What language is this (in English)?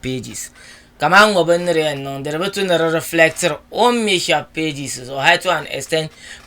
Dagbani